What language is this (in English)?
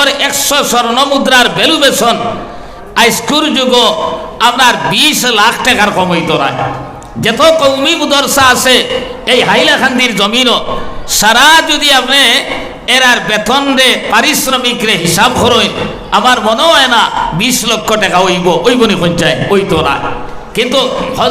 Sylheti